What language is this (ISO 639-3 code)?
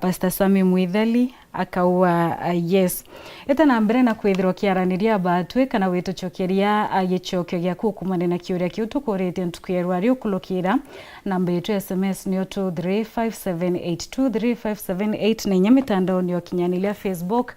mer